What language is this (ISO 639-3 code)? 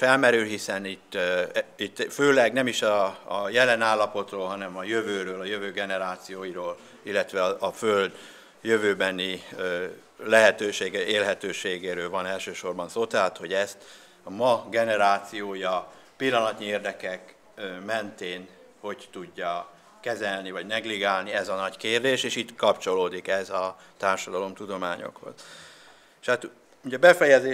hun